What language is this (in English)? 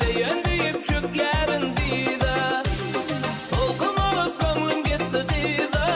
Kara-Kalpak